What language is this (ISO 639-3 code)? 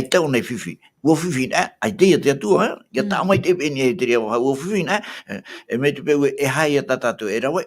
tah